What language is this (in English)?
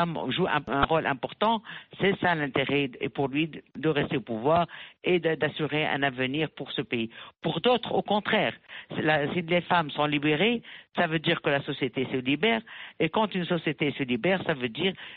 French